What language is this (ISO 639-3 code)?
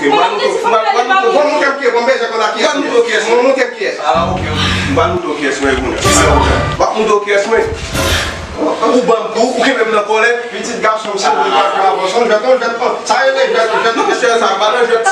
hat